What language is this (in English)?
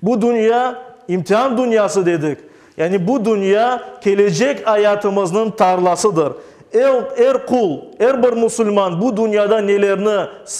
Crimean Tatar